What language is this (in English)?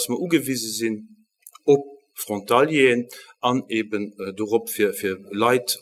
Luxembourgish